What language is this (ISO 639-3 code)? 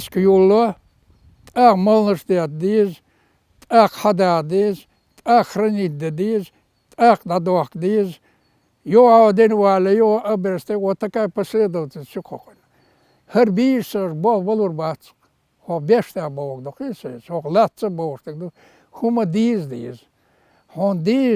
che